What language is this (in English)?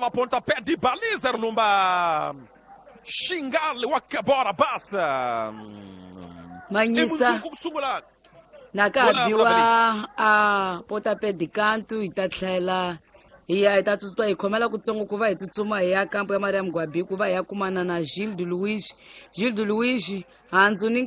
Tsonga